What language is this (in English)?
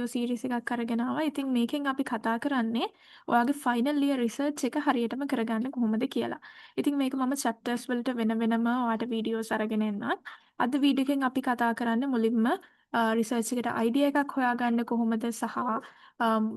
Sinhala